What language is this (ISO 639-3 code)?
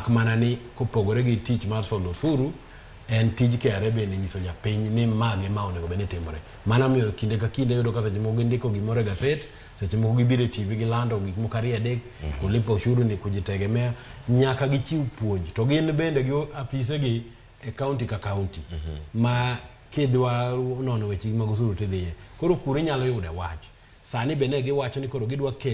luo